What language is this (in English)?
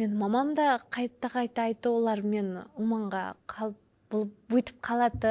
Kara-Kalpak